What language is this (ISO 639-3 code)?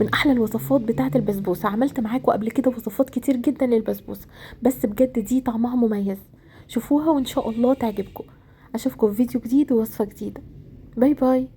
arz